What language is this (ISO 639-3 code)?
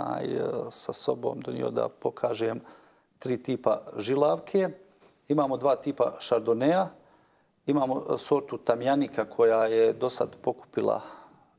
bos